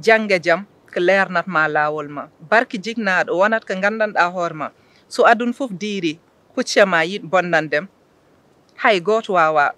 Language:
Fula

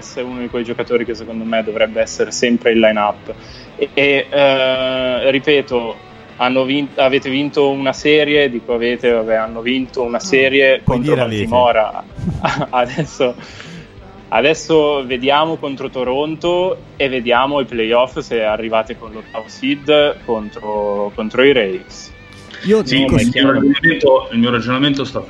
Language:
Italian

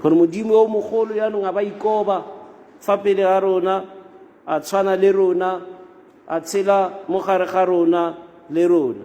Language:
Tswana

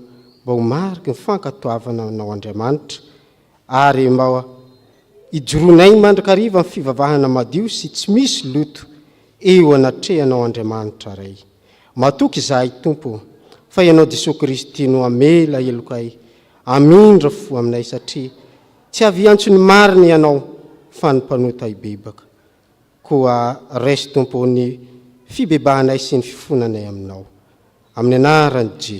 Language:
Malagasy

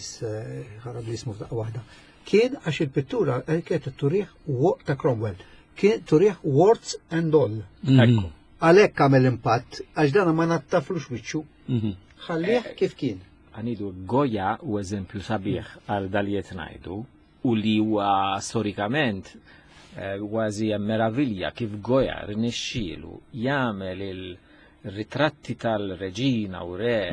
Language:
Maltese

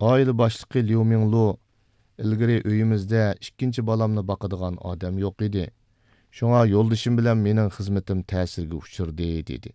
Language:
Uyghur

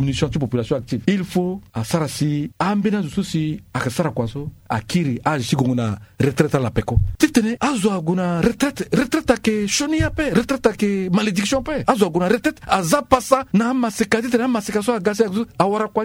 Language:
Sango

